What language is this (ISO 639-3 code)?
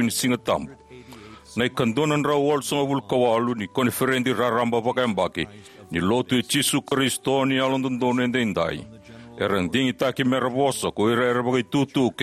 fij